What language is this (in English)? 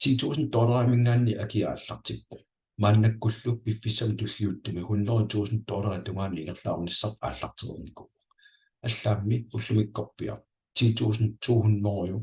Kalaallisut